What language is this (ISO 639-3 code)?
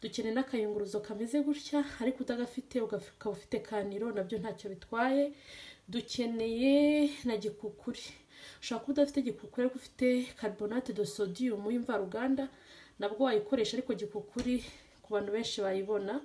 kin